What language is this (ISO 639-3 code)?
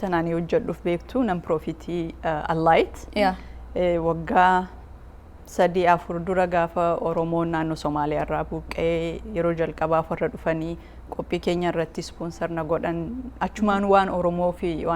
orm